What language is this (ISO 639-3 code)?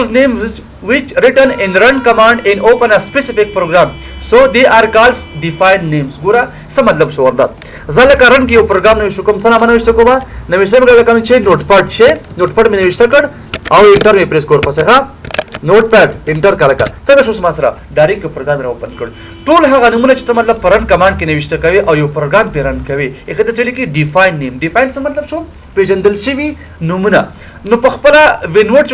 pus